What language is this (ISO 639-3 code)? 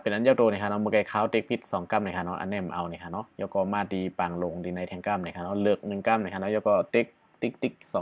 shn